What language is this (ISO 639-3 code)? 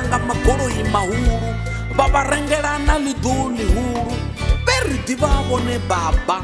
ven